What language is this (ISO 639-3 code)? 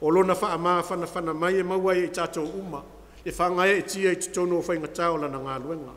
smo